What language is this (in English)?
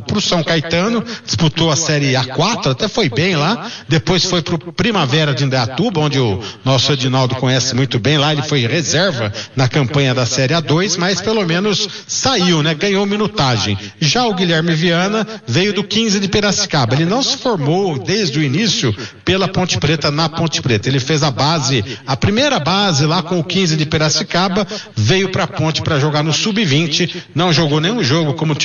Portuguese